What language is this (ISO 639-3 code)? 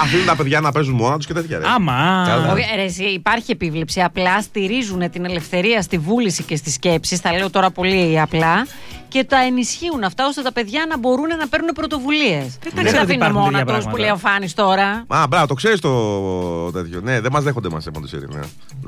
ell